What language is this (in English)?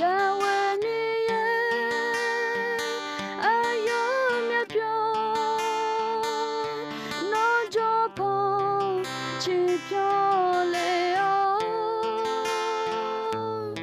Akha